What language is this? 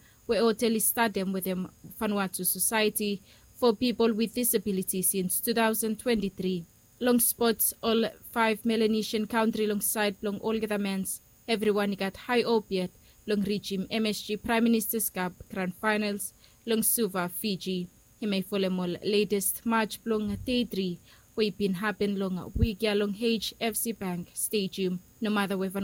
Bislama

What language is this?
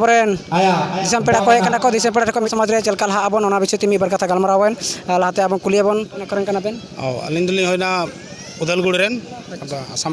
Santali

